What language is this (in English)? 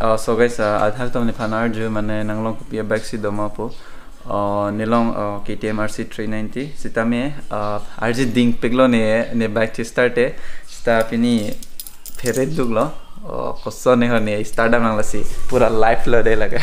Karbi